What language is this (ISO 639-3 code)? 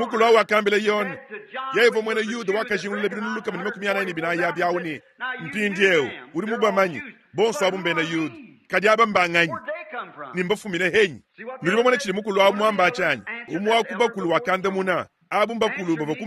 lua